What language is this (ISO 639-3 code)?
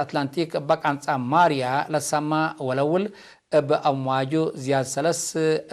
tig